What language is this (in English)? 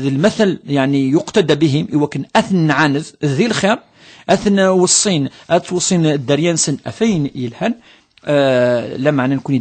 Kabyle